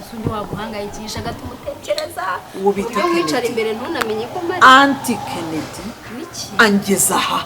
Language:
Kinyarwanda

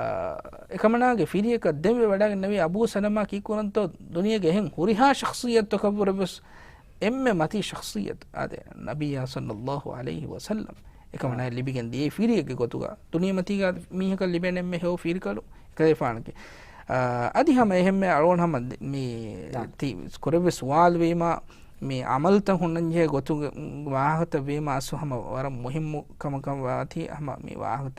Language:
Divehi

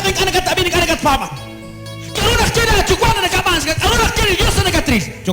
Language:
Kekchí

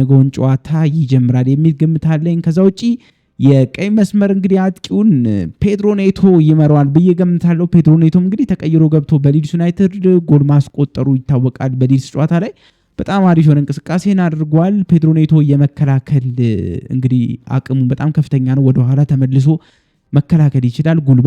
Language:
Amharic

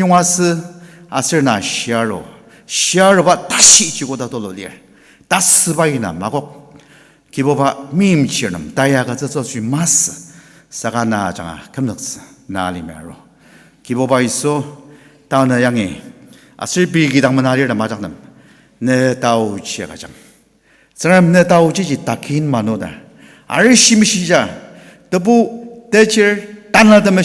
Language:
Ao Naga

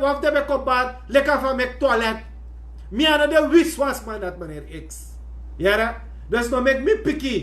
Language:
Sranan Tongo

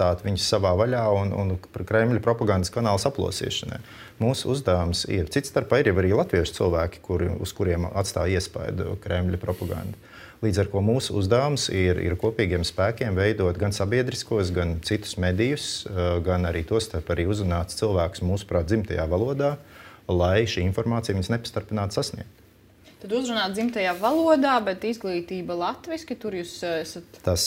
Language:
Latvian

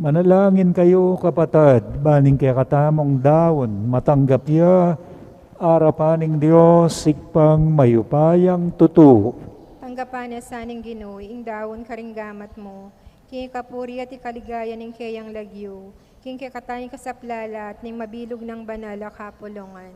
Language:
Pampanga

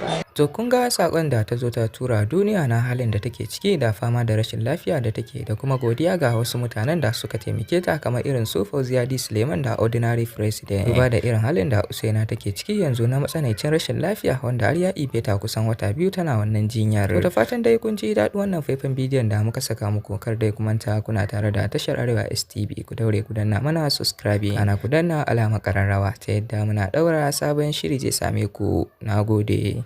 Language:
Hausa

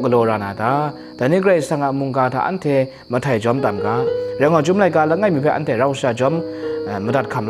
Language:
Kachin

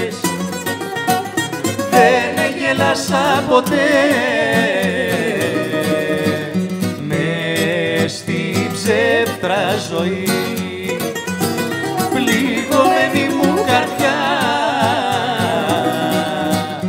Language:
Greek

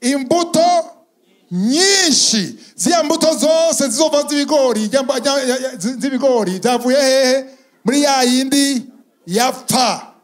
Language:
Rundi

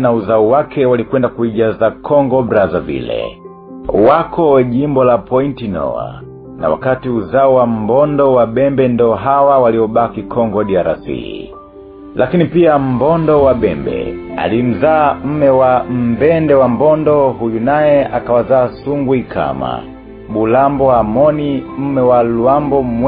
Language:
Swahili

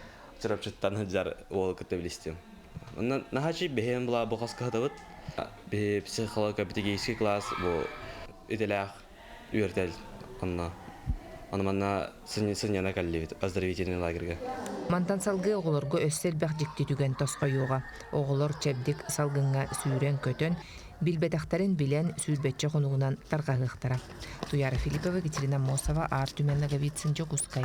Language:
Yakut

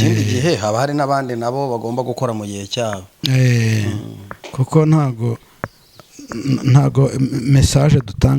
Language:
Kinyarwanda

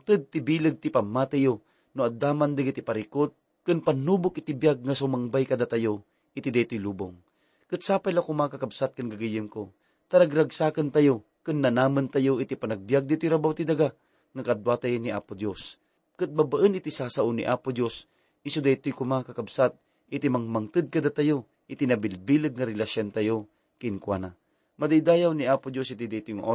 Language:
Iloko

